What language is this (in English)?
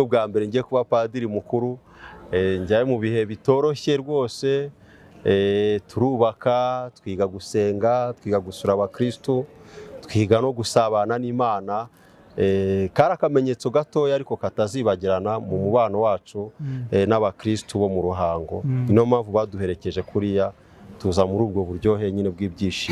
Kinyarwanda